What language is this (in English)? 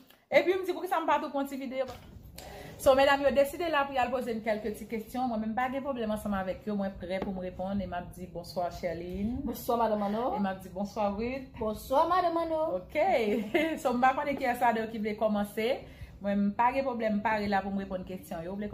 Haitian Creole